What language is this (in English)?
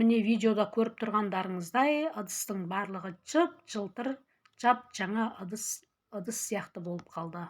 Kazakh